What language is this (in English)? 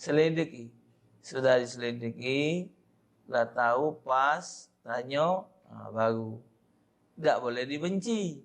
Musi